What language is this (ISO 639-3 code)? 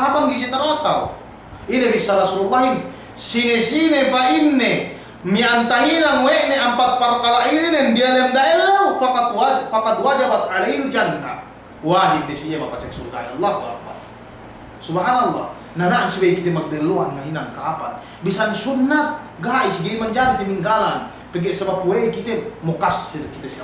yka